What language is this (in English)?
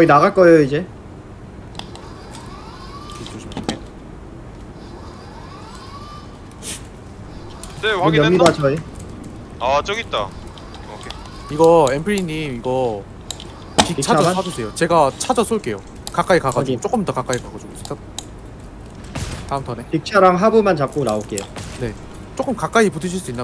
Korean